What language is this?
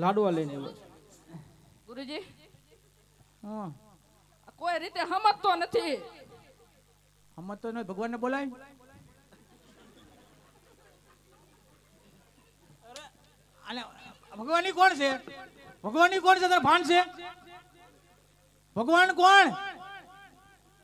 Gujarati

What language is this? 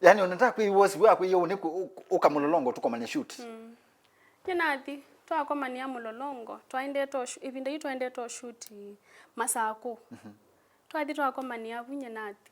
Kamba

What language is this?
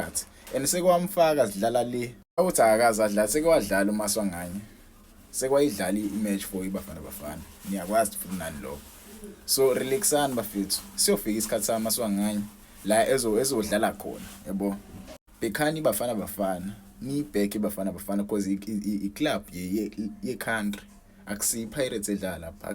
Zulu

